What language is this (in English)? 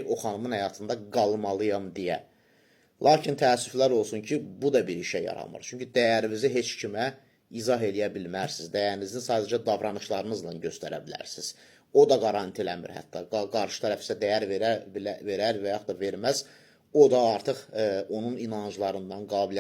Azerbaijani